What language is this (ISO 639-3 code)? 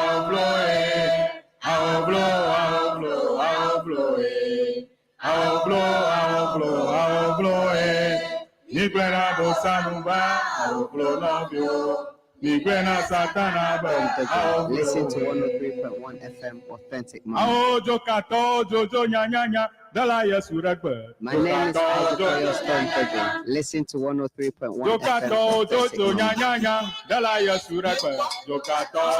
ewe